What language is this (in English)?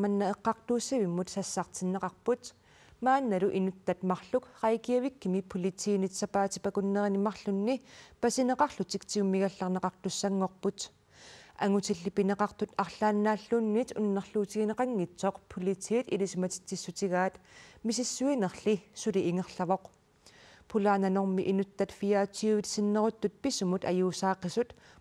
Kalaallisut